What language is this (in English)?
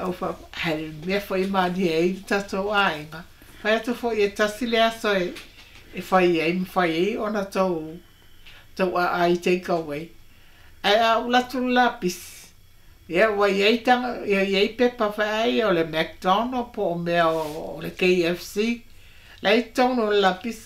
Samoan